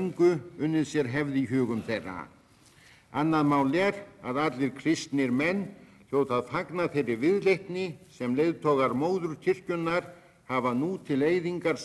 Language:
Icelandic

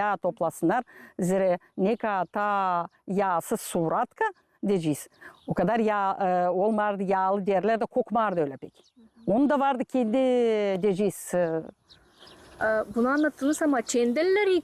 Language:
Gagauz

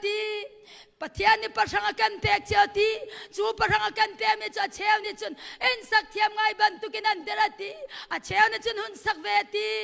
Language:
Hakha Chin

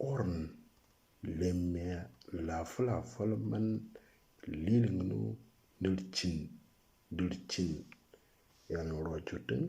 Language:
Moro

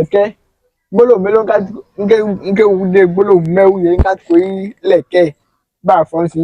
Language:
Yoruba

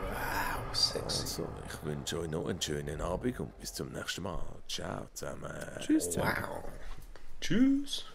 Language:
Swiss German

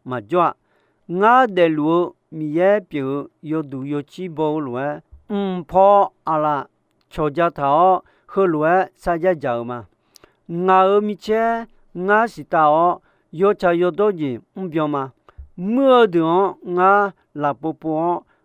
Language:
Akha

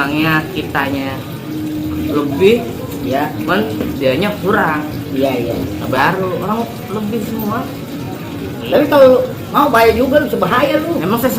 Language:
Betawi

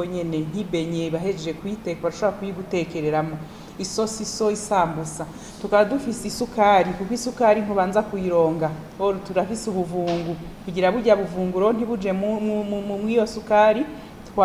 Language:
Rundi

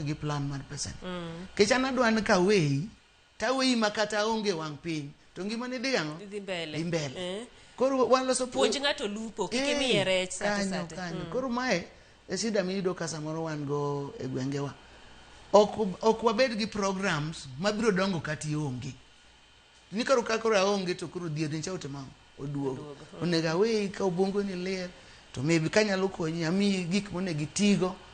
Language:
Luo (Kenya and Tanzania)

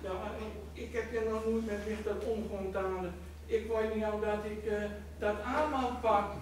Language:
Gronings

